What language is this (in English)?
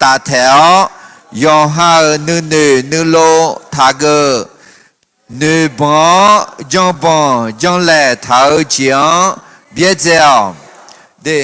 Akha